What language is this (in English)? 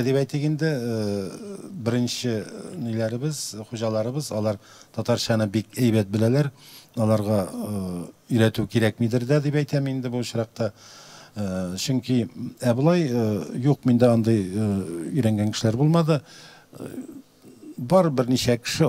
Tatar